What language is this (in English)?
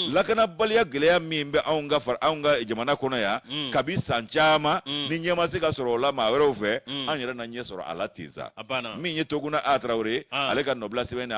Bambara